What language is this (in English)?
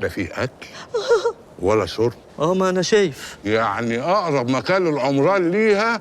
Egyptian Arabic